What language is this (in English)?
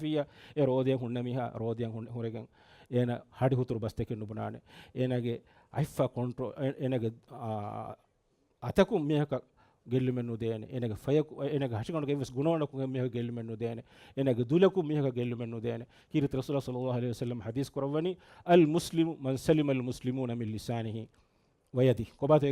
Divehi